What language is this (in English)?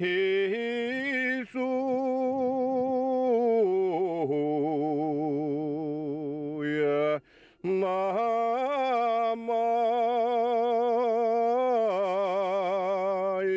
Bashkir